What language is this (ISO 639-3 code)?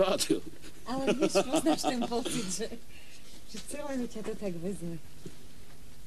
ces